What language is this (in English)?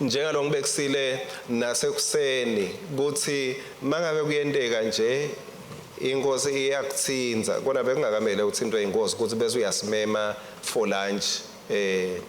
Swati